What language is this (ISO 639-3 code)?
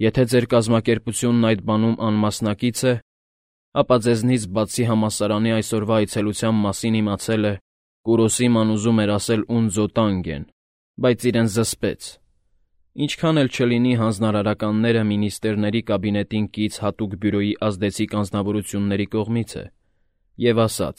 hye